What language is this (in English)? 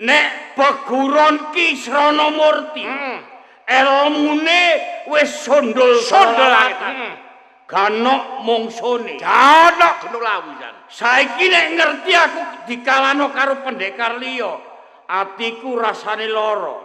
Javanese